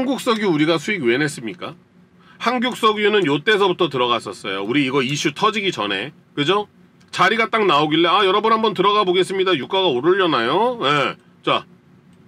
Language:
Korean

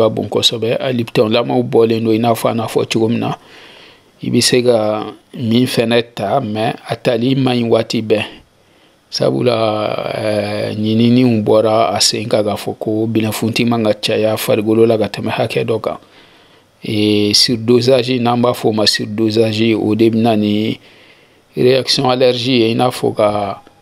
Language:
Bambara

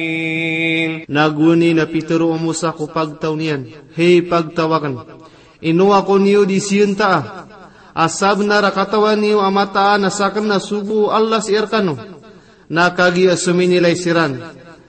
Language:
Maranao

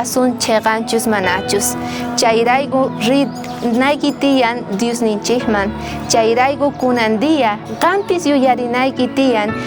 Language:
South Bolivian Quechua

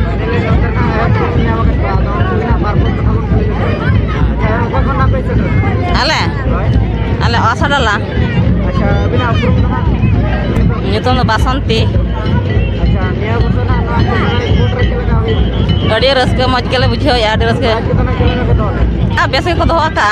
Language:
Santali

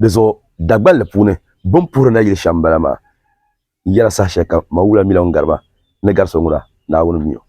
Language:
Dagbani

